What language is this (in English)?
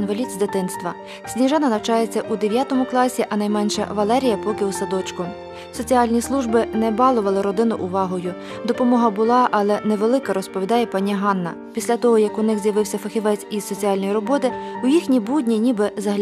Ukrainian